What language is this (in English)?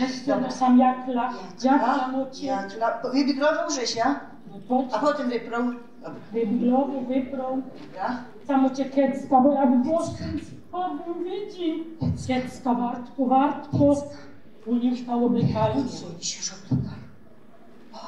Silesian